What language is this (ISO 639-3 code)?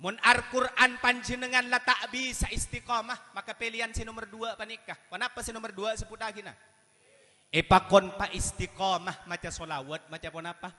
mad